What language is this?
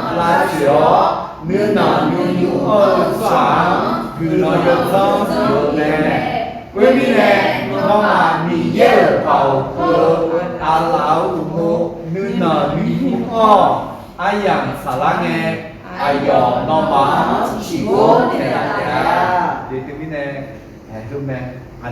Akha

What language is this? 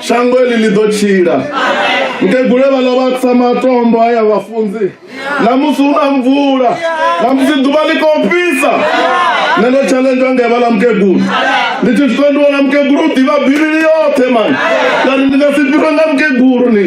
Venda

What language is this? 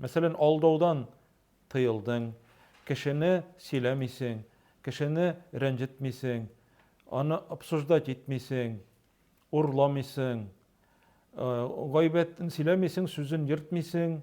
Tatar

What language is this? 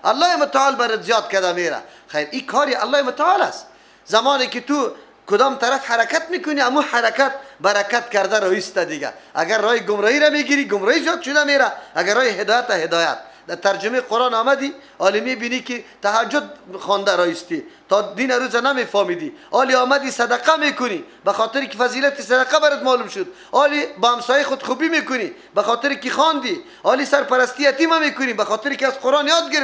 Persian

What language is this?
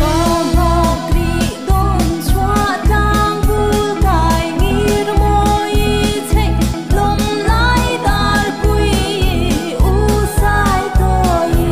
Mizo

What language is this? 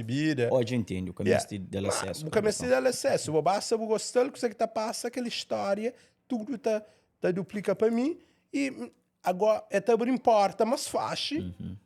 Kabuverdianu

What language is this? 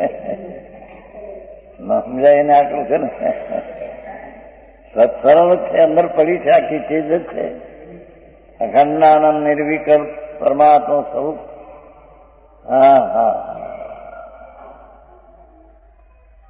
Gujarati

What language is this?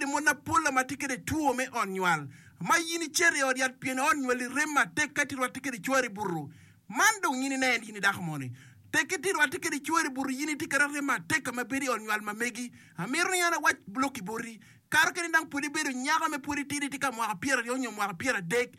Acoli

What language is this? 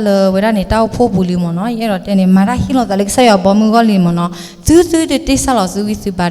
S'gaw Karen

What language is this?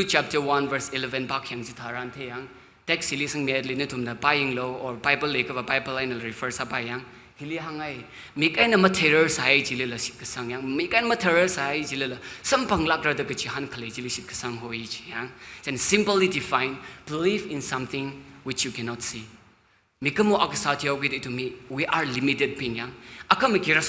Tangkhul Naga (India)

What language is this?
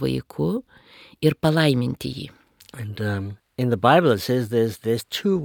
Lithuanian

